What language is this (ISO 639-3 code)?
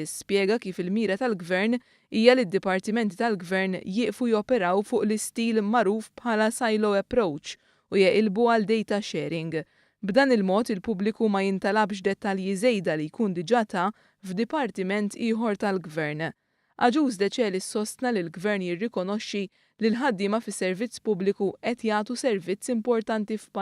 mlt